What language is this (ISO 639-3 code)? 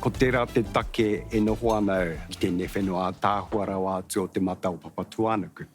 mri